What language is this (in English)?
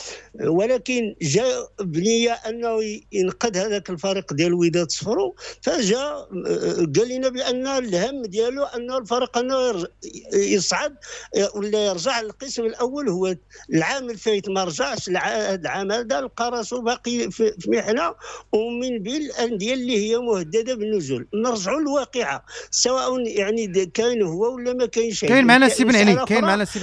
Moroccan Arabic